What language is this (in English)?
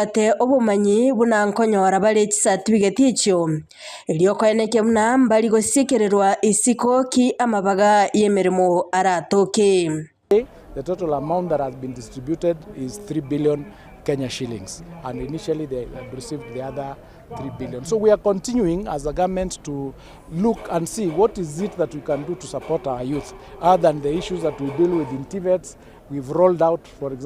Gusii